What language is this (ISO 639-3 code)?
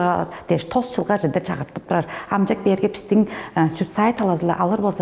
tyv